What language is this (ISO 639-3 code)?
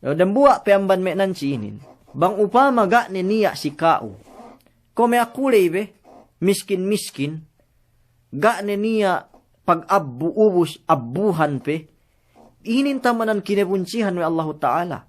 yka